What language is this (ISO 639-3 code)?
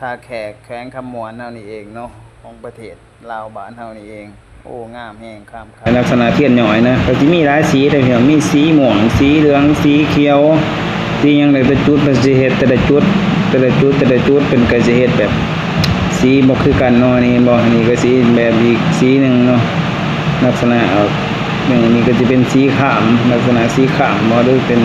lao